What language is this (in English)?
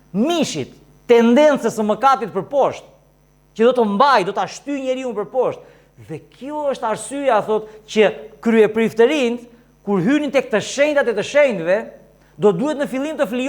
Albanian